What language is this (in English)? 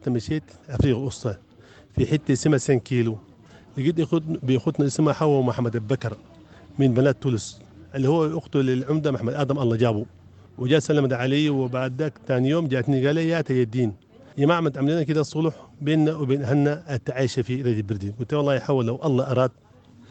Sudanese Arabic